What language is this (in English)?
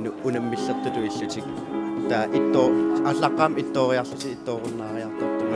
Kalaallisut